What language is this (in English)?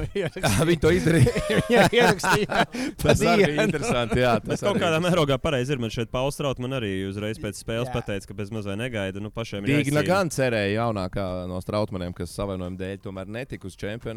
Latvian